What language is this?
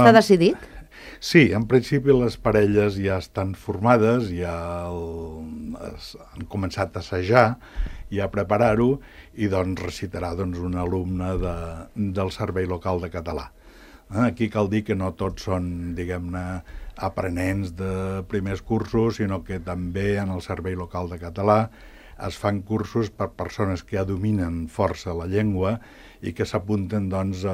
Catalan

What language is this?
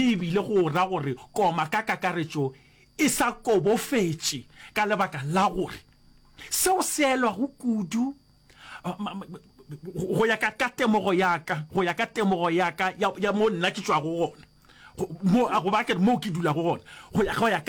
Northern Sotho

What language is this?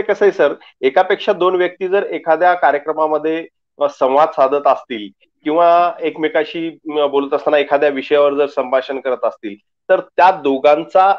Marathi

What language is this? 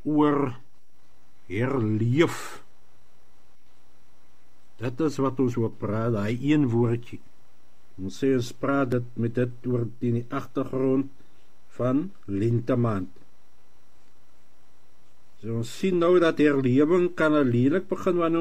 Afrikaans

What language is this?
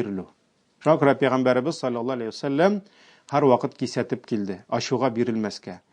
Tatar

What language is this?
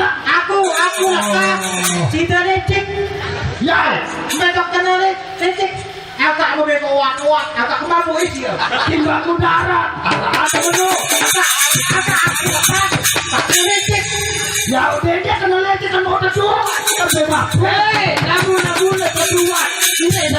Sasak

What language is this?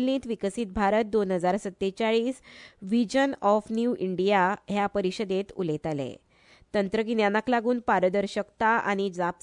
Konkani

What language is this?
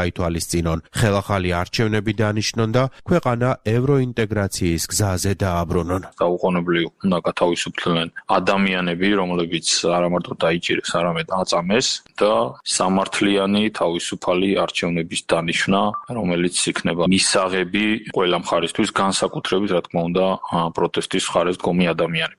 Georgian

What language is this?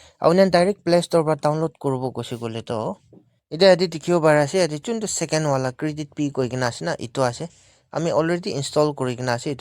Naga Pidgin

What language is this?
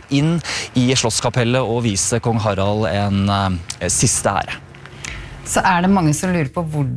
Norwegian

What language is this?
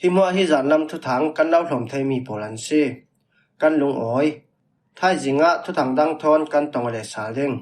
Falam Chin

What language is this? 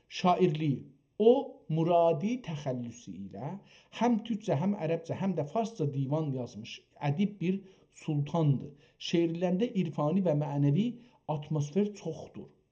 South Azerbaijani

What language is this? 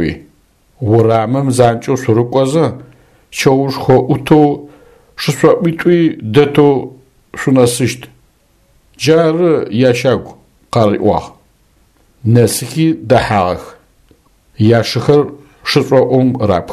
Adyghe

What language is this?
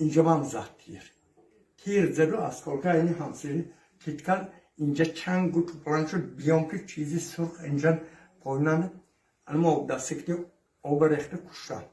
Tajik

